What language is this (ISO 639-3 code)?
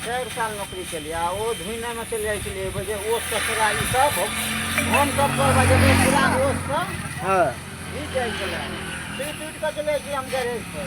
mai